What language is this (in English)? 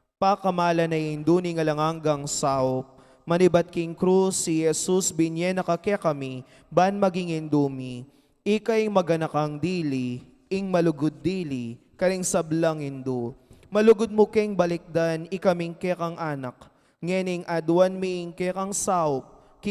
Pampanga